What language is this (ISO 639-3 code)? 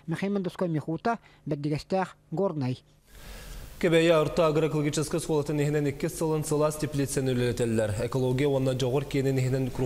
sah